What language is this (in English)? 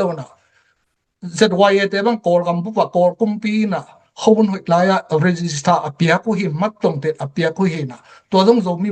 Tedim Chin